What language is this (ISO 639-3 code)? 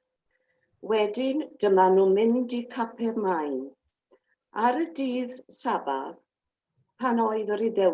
cym